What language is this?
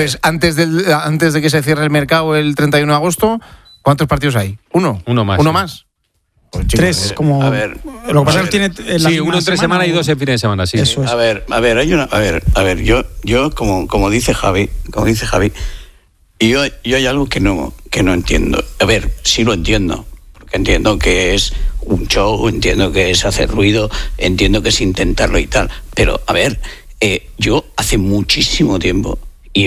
Spanish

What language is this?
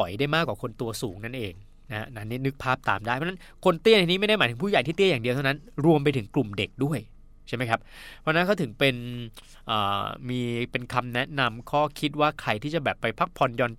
Thai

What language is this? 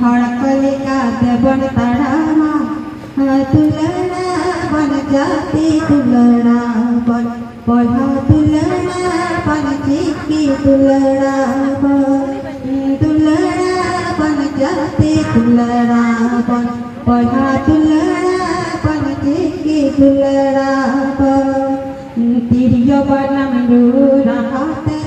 Santali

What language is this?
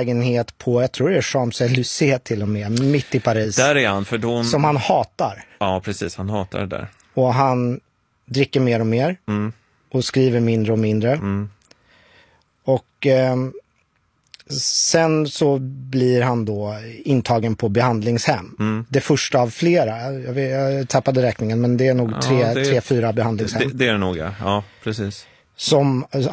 Swedish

